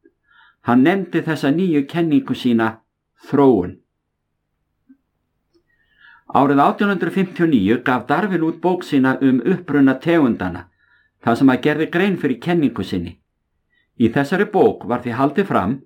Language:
Icelandic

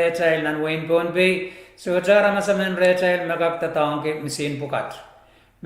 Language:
Pohnpeian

